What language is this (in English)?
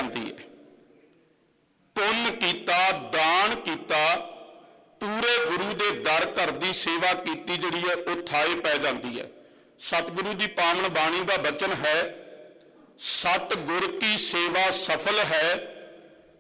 Punjabi